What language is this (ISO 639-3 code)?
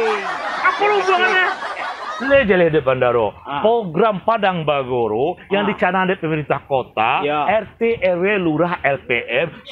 min